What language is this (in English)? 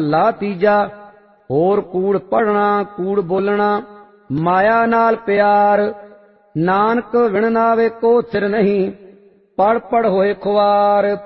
Punjabi